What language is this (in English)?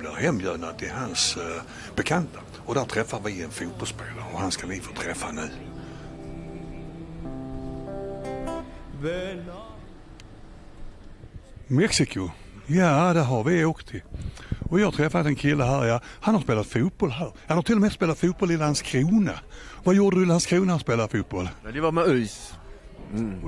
Swedish